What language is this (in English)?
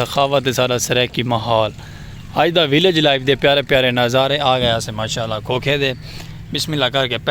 Saraiki